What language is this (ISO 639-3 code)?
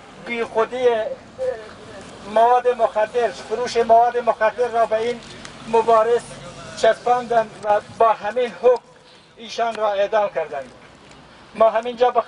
fas